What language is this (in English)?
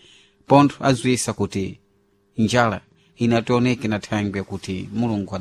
Sena